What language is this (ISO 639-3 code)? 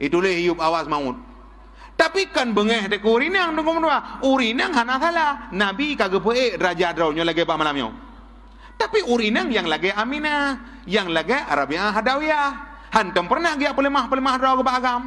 ace